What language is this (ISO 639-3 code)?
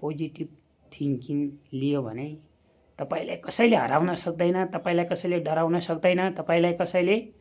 nep